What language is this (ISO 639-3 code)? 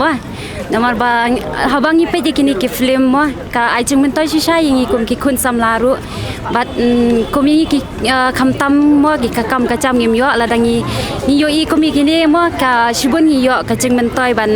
kha